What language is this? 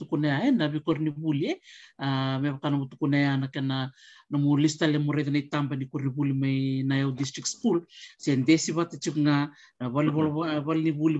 Fijian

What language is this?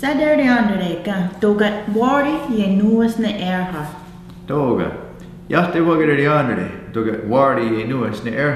Mohawk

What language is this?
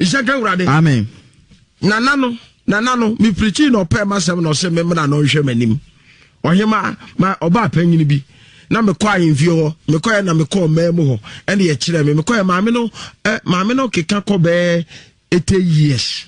Akan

